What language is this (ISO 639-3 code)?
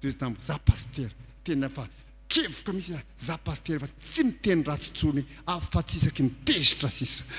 mlg